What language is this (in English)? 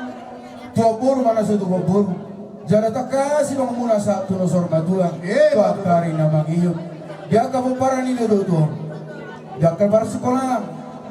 Batak Toba